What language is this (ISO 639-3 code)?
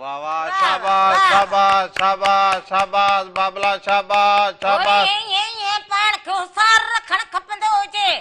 snd